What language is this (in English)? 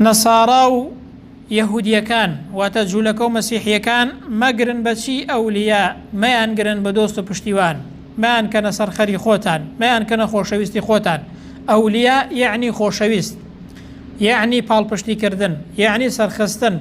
Central Kurdish